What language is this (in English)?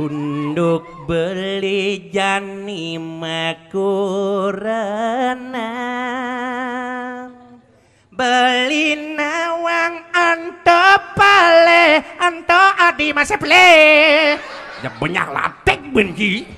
Balinese